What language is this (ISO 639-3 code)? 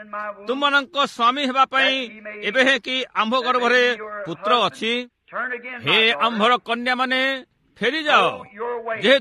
ori